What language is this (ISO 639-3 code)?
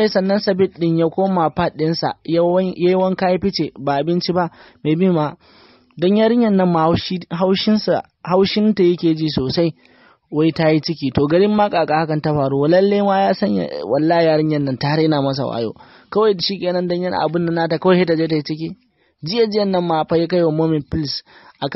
hau